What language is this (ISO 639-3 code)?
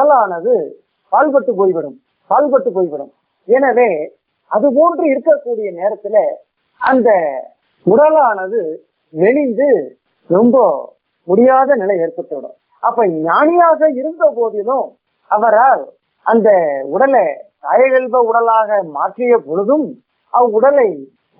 tam